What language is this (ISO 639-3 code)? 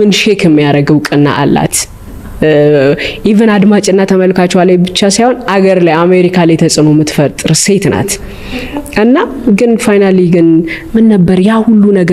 amh